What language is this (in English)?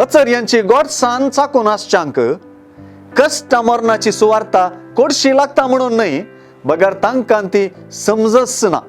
Konkani